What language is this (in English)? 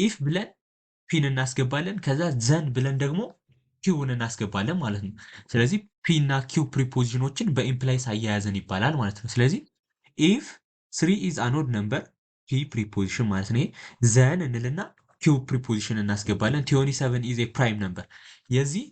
Amharic